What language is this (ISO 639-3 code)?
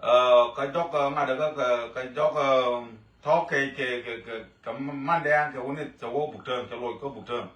nus